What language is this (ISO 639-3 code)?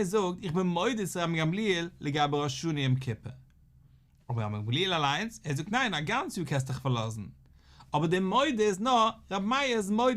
yid